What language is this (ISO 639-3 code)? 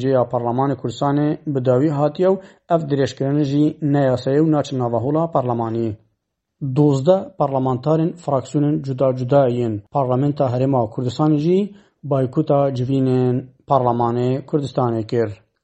kur